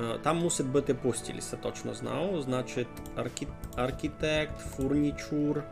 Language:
Rusyn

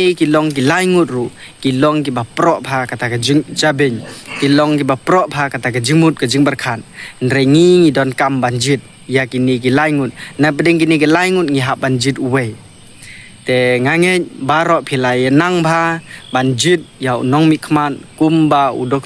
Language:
Khasi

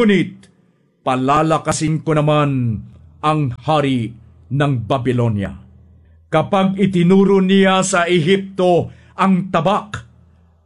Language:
Filipino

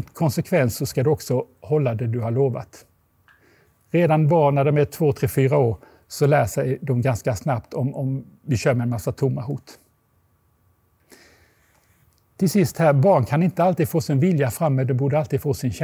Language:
Swedish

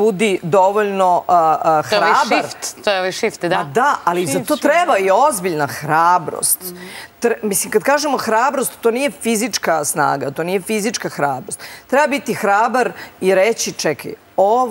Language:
Serbian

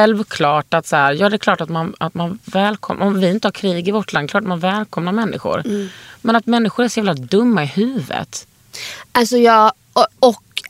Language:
Swedish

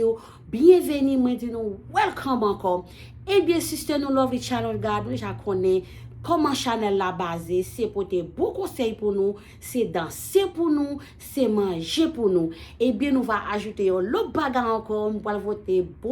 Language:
Haitian Creole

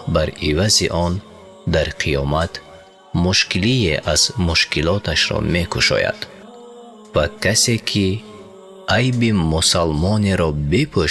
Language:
Tajik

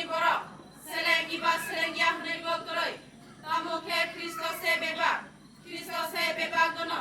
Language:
Kok Borok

